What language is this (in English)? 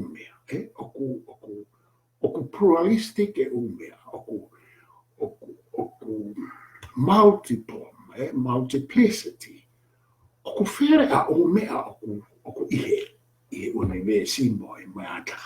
Tongan